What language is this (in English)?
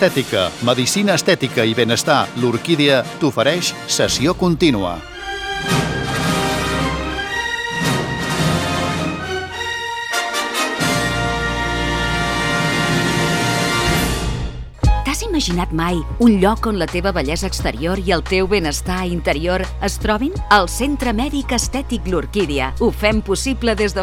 Catalan